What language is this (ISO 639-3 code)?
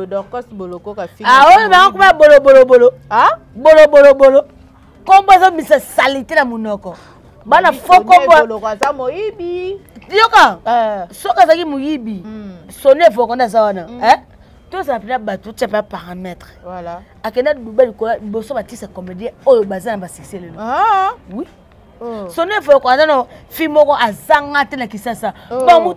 lin